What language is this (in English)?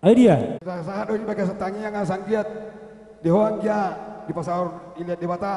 Batak Toba